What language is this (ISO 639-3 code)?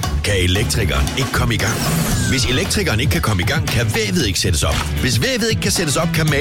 dan